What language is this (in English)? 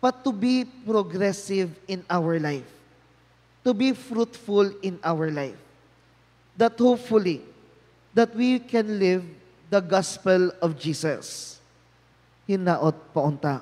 Cebuano